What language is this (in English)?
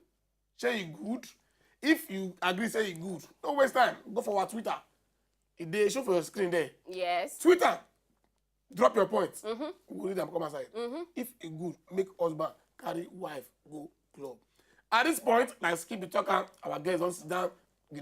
Nigerian Pidgin